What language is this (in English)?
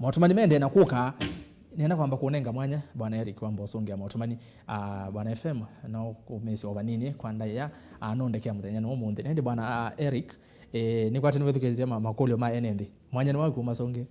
Kamba